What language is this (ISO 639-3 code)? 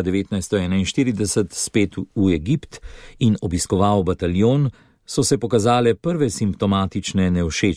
slv